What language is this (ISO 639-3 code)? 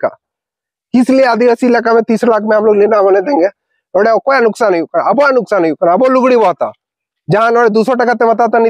sat